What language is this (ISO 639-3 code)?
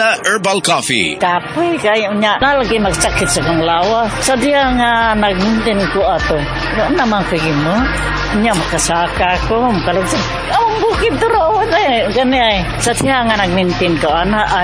ceb